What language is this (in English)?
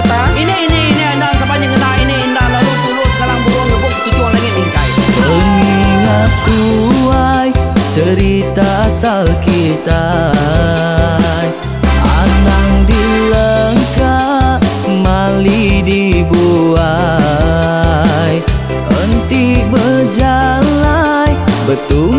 Iban